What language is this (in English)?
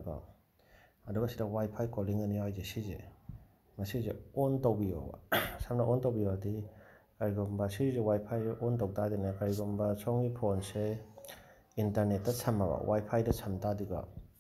Manipuri